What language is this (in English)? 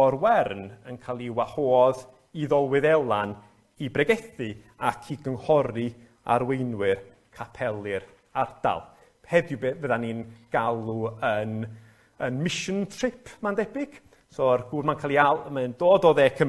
Welsh